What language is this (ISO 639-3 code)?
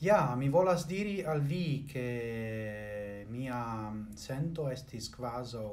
epo